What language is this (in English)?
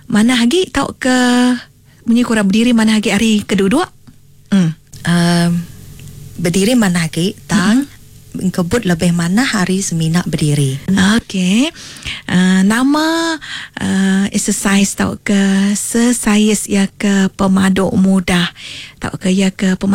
Iban